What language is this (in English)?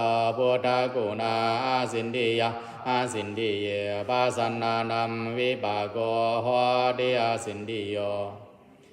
Pali